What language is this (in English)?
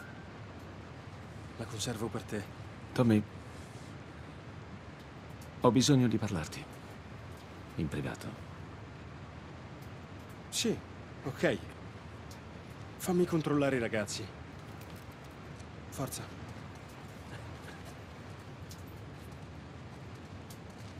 Italian